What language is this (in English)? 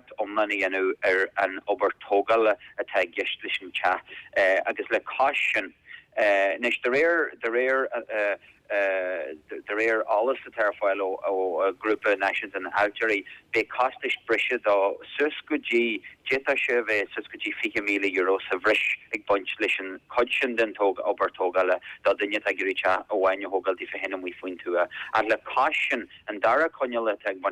Irish